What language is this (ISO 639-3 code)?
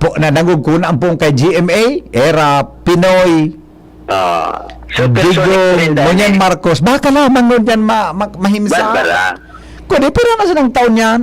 bik